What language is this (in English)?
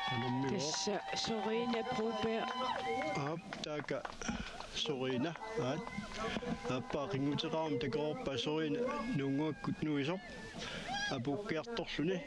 Kalaallisut